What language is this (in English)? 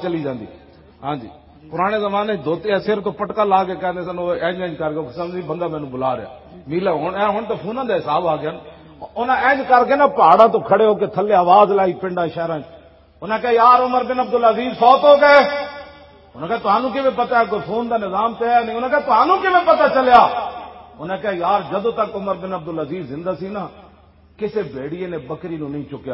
Western Panjabi